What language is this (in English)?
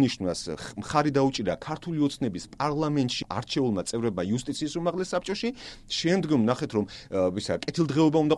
Georgian